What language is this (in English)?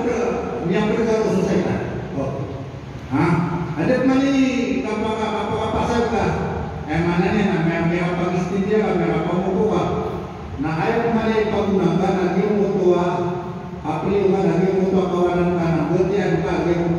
Maranao